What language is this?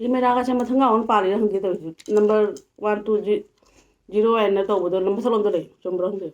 Manipuri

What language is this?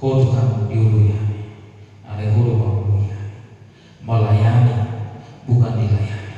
Batak Toba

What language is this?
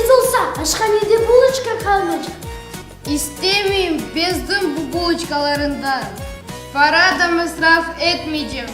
Crimean Tatar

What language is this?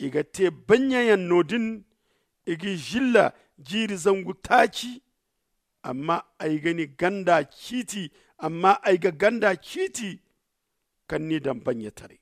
Zarma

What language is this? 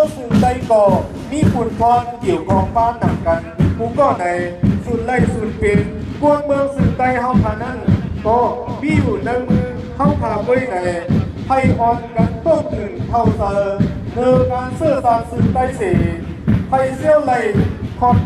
Shan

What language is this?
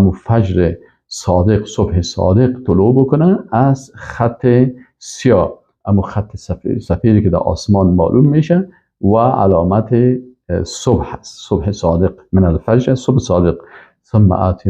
Persian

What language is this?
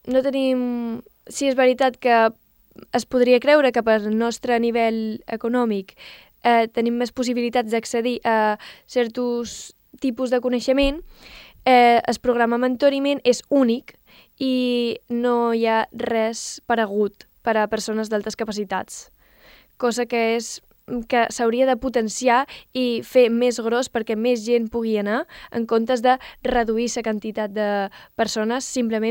Catalan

